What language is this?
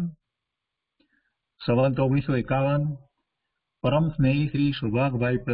Gujarati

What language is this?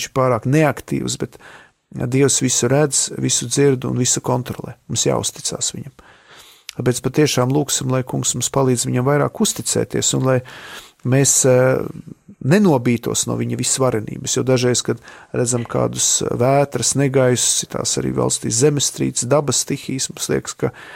Latvian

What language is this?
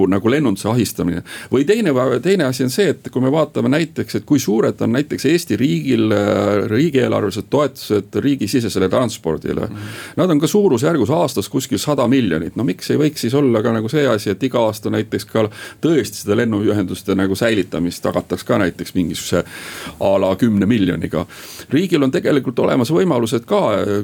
Estonian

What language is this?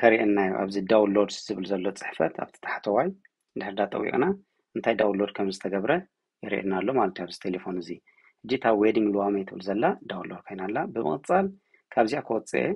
Tigrinya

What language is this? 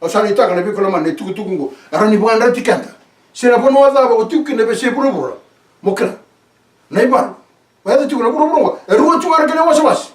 Fijian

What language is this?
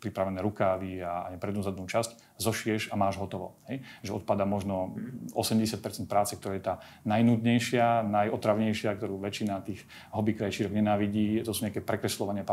Slovak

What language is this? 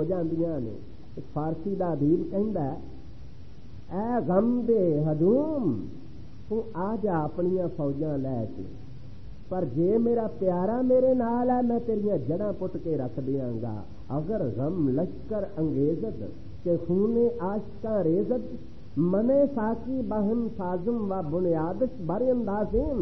Punjabi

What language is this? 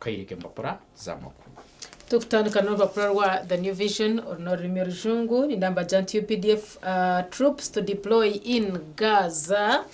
Nyankole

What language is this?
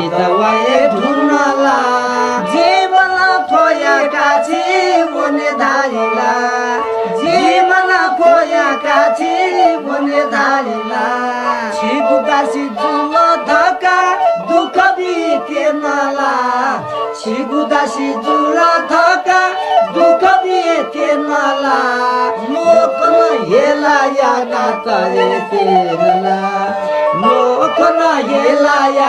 Newari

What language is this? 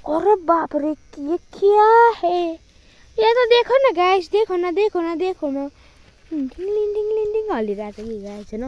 Nepali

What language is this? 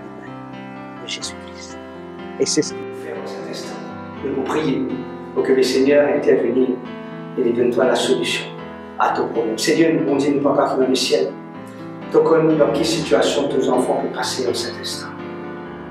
Morisyen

